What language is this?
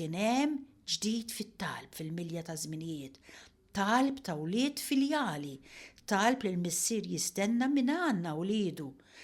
Maltese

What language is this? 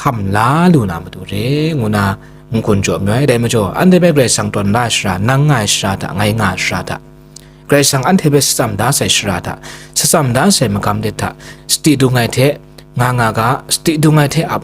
Kachin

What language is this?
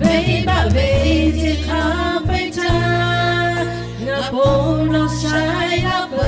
Lahu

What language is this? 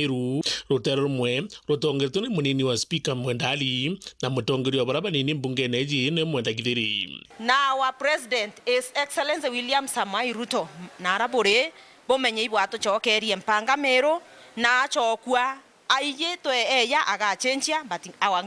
Meru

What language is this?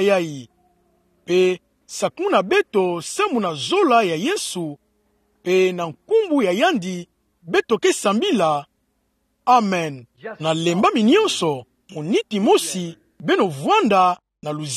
Kituba (Democratic Republic of Congo)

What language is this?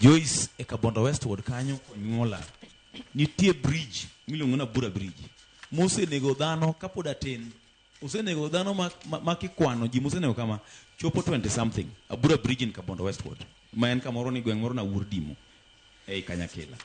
Luo (Kenya and Tanzania)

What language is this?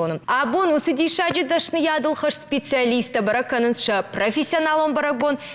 Ossetic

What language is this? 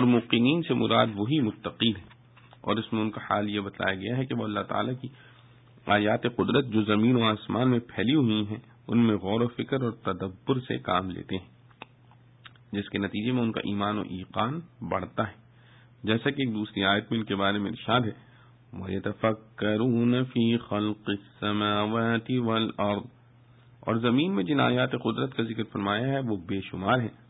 Urdu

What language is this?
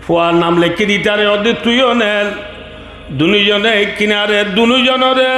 Rohingya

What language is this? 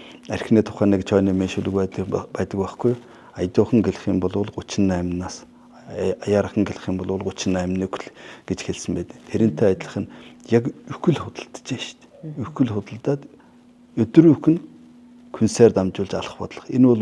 Mongolian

